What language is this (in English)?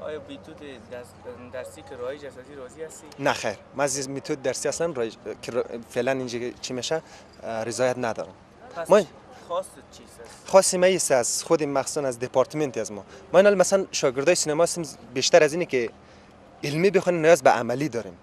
Persian